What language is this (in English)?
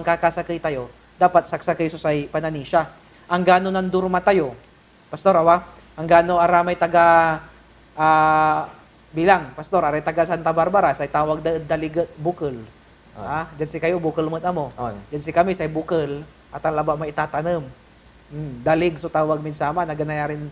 Pangasinan